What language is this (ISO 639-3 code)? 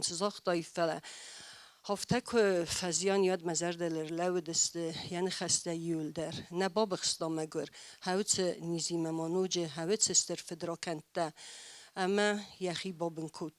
oss